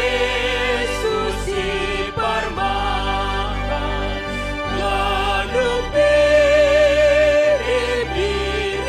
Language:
Batak Simalungun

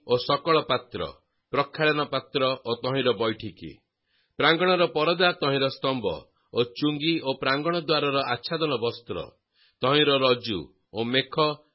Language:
Odia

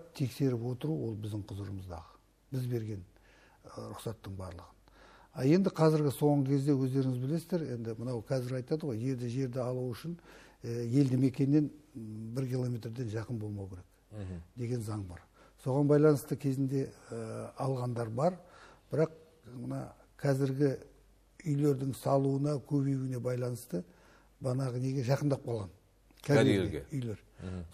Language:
Kazakh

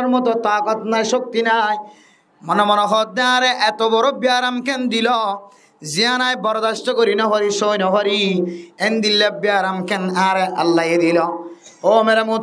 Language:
Rohingya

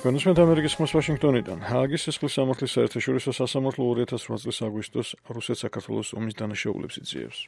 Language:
Georgian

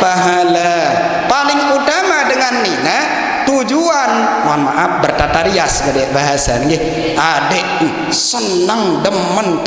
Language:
Sasak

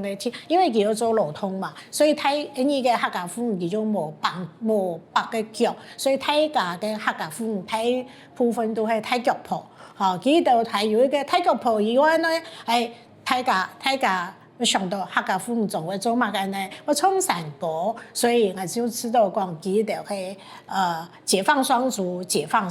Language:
Hakka Chinese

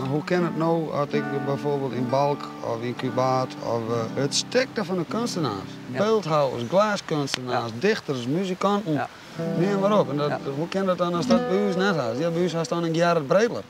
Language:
Western Frisian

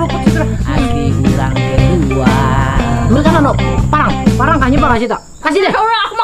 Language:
Banjar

